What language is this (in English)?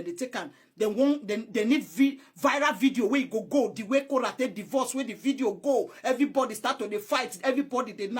Nigerian Pidgin